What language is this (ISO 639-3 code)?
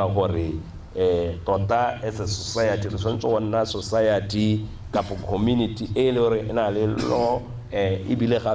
tsn